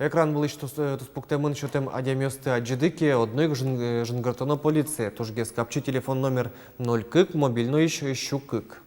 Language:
Udmurt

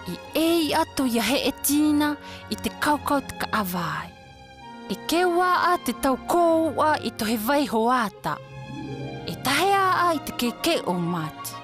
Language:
South Marquesan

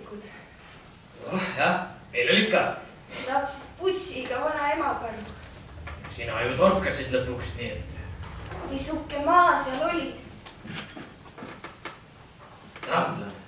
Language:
Estonian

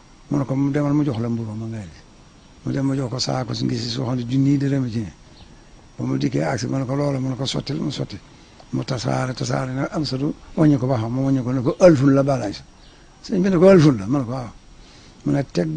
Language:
Wolof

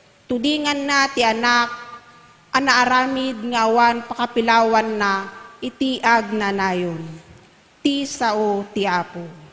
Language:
Iloko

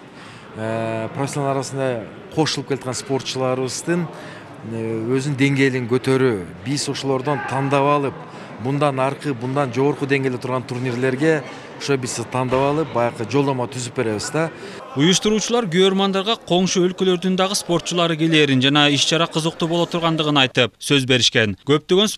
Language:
Kyrgyz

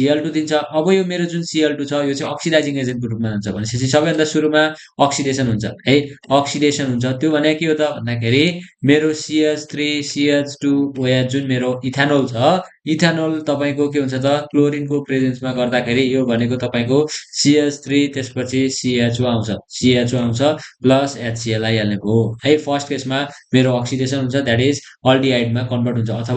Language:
Nepali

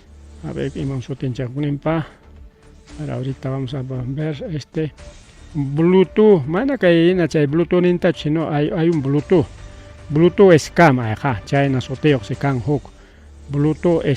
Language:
Ayacucho Quechua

